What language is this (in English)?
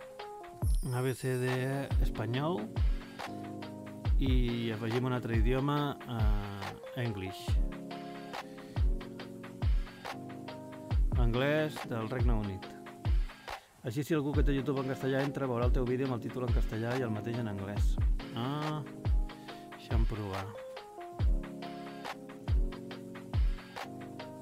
Catalan